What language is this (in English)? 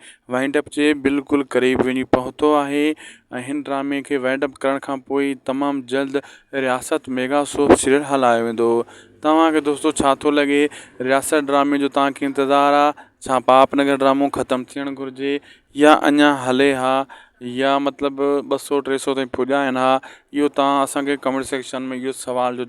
Sindhi